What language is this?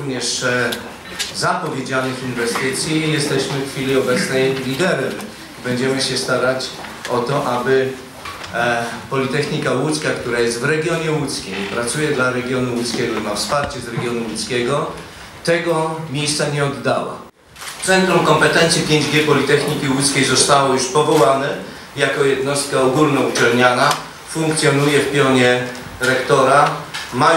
Polish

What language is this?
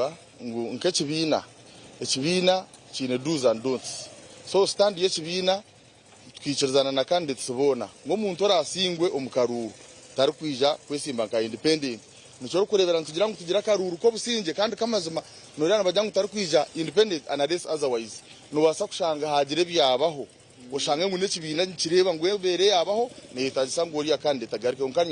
Nyankole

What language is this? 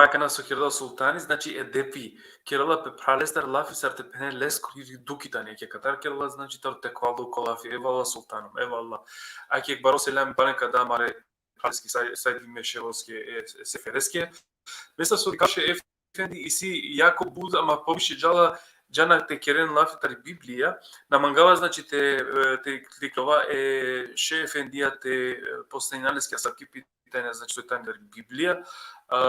Balkan Romani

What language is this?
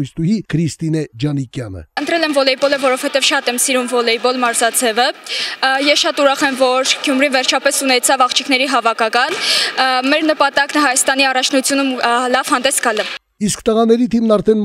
Armenian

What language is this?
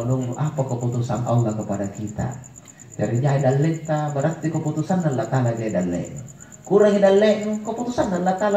Makasar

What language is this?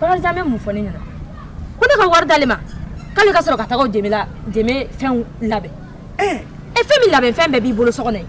Bambara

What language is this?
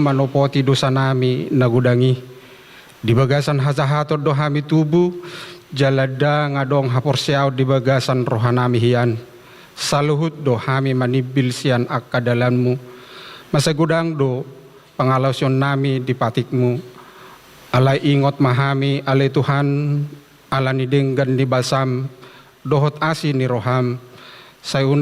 Batak Toba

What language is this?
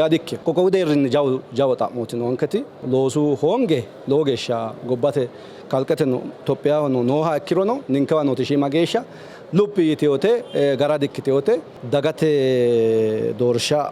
Sidamo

